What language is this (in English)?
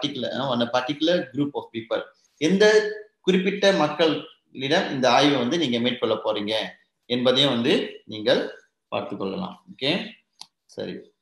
Tamil